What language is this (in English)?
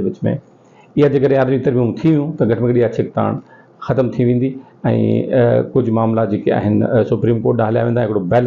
Sindhi